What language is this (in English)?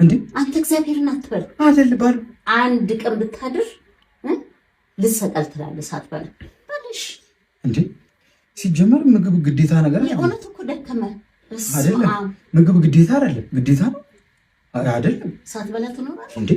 Amharic